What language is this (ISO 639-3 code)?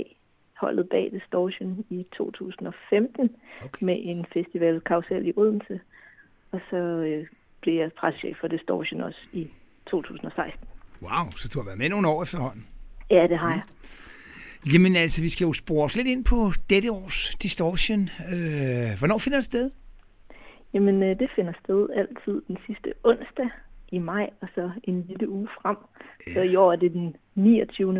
dan